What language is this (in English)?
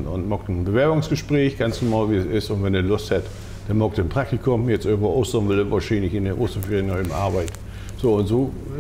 Low German